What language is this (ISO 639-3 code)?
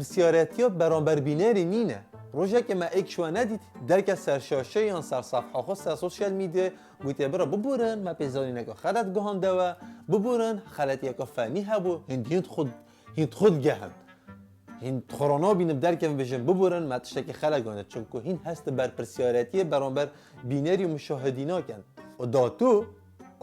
kur